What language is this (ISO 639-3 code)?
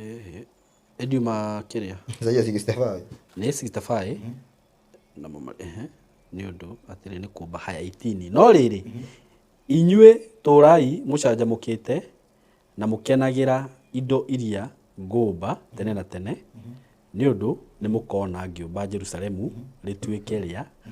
kik